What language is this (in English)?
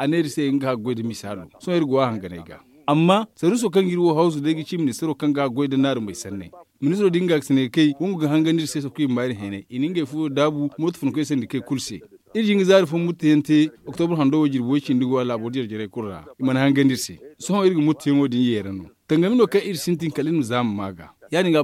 Zarma